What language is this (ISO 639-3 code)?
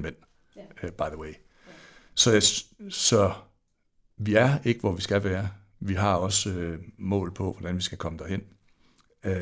dan